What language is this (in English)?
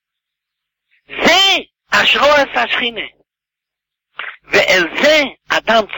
Hebrew